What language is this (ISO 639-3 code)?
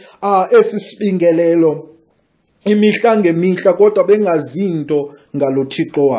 xho